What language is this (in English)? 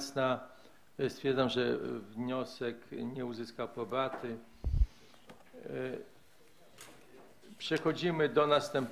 Polish